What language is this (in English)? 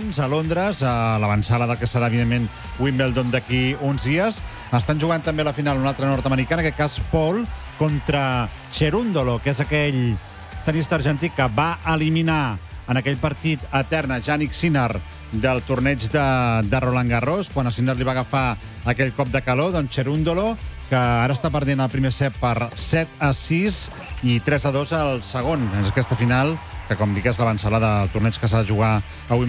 Catalan